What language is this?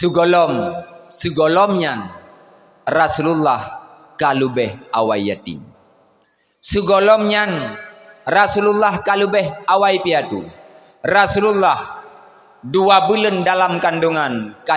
Achinese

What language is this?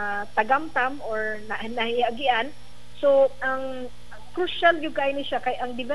Cebuano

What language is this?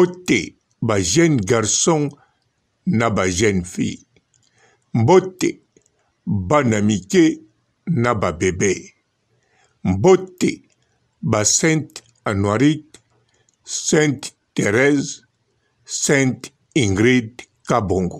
Lingala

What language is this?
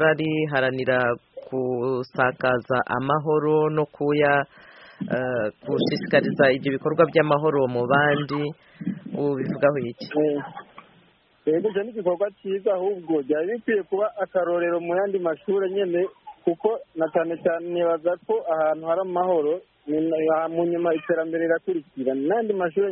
Kinyarwanda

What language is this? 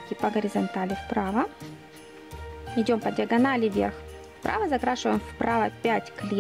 Russian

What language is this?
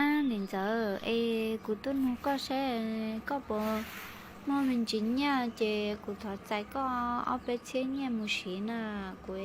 Hmong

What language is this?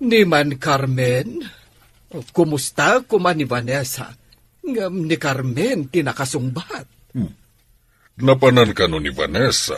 Iloko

